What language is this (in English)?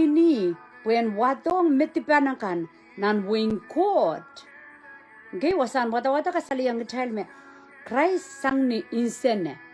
Pohnpeian